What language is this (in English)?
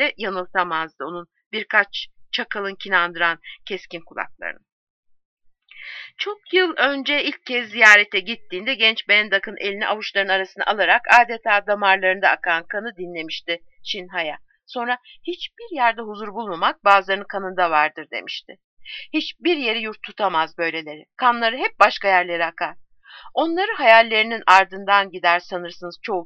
Turkish